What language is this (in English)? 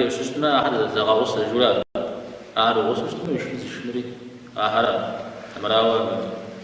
Kabardian